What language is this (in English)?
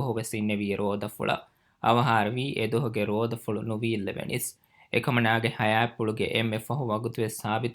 Divehi